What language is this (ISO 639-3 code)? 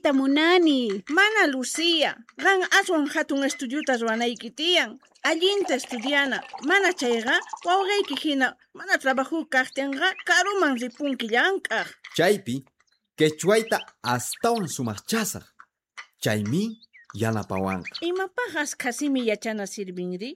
quh